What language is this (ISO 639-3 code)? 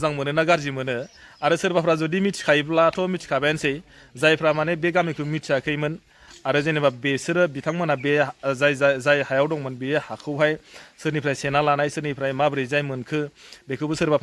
brx